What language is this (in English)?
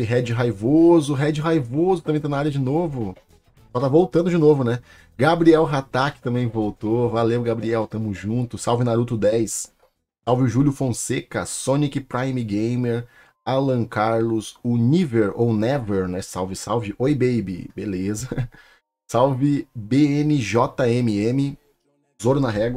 Portuguese